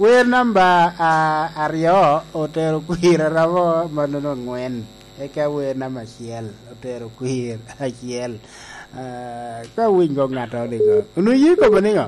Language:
Lango (Uganda)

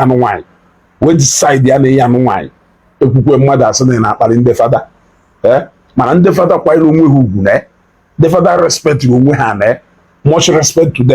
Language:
Igbo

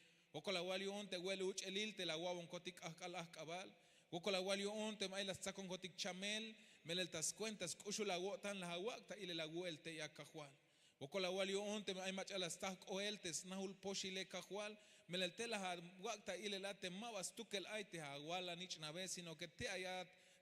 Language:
Tzeltal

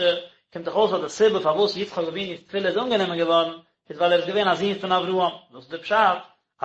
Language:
Yiddish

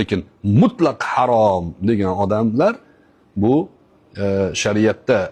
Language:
Uzbek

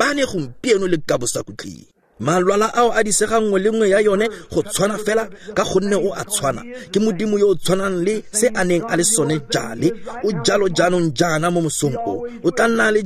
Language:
Tswana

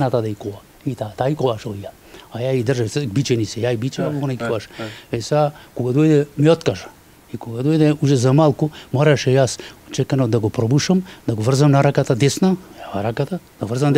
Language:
Macedonian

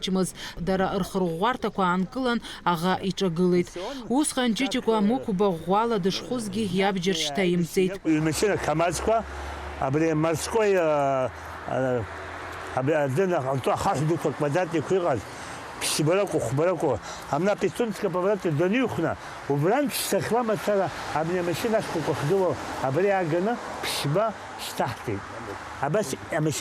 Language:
Abkhazian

